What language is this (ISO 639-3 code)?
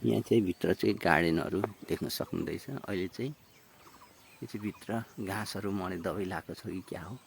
nep